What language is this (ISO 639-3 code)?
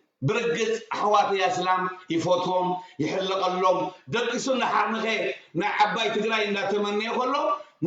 tir